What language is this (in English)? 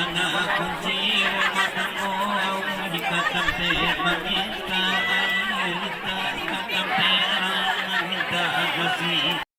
Minangkabau